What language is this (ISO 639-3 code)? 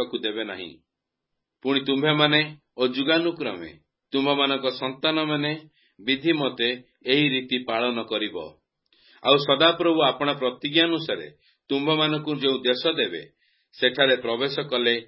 ori